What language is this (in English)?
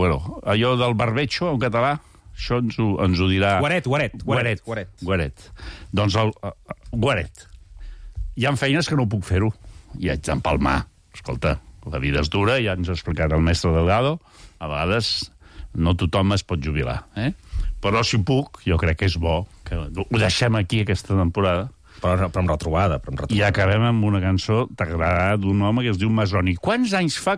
Catalan